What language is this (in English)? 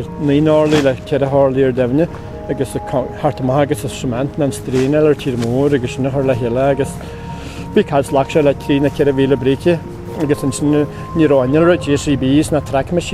Irish